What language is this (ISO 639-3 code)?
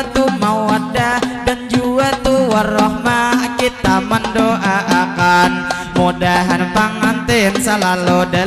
bjn